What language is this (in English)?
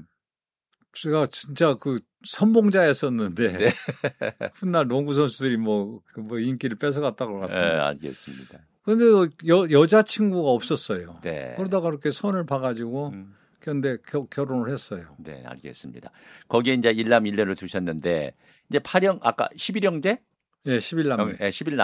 Korean